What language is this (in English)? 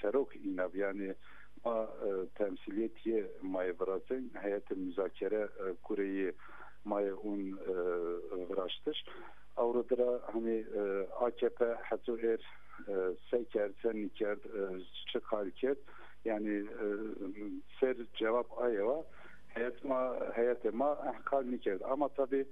Zaza